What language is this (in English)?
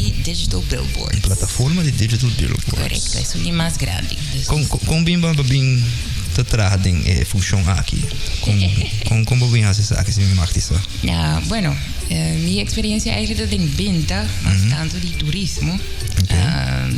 Papiamento